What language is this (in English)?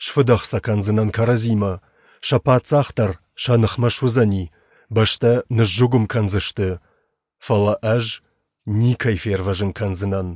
Ossetic